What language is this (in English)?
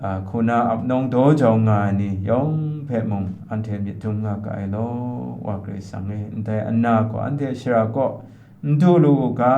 Kachin